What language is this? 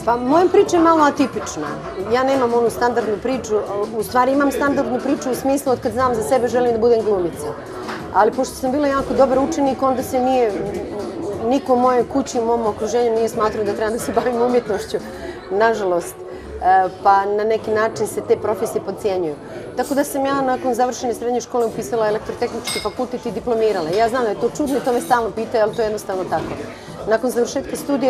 Bosnian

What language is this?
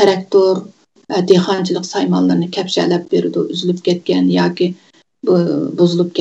Uyghur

